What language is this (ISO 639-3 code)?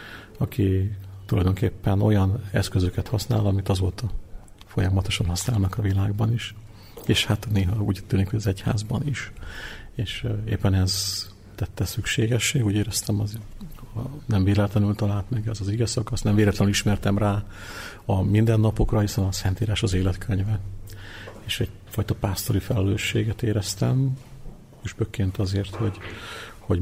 hun